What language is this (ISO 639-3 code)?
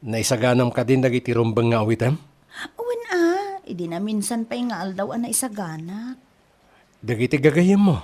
ilo